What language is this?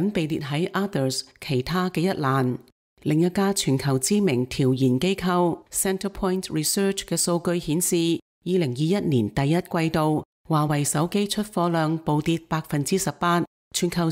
Cantonese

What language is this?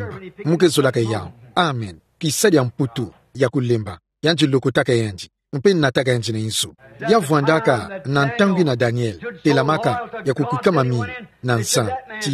Kituba (Democratic Republic of Congo)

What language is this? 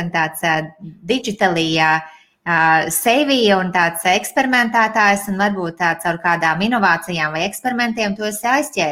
Latvian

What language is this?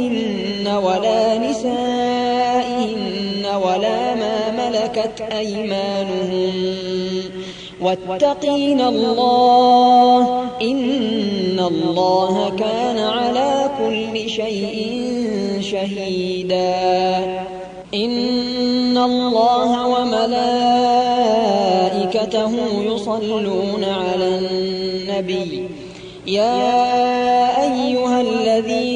Arabic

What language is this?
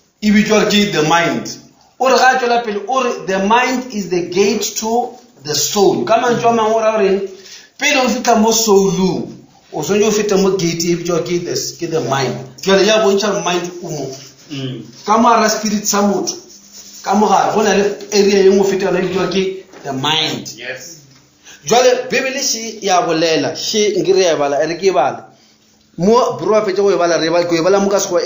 Northern Sotho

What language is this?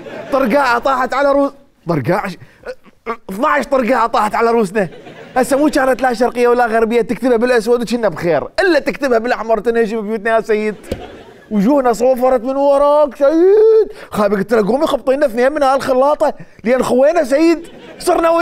Mesopotamian Arabic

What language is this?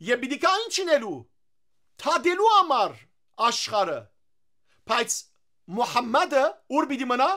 Western Armenian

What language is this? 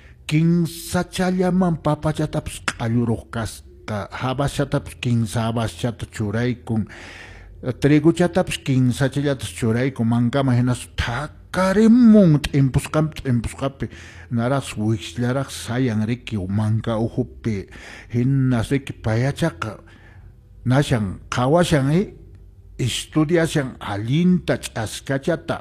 Quechua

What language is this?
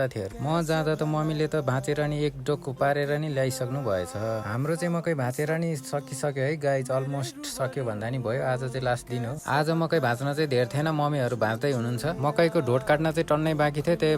Nepali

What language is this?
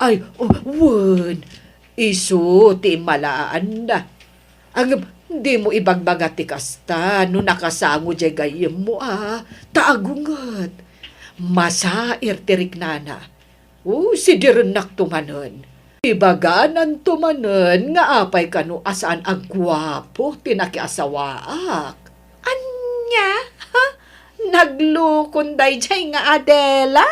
Iloko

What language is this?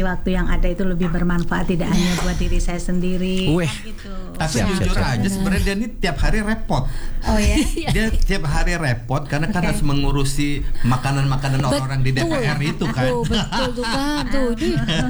Indonesian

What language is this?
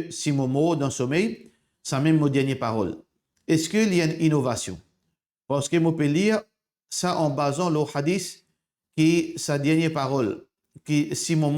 Morisyen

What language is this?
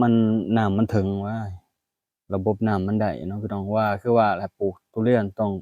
Lao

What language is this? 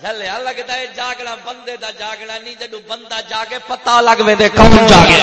Saraiki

